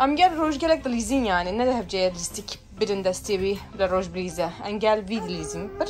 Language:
Kurdish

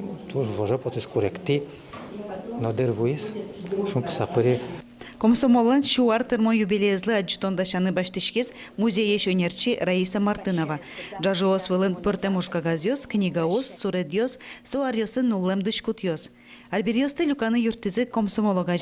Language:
Udmurt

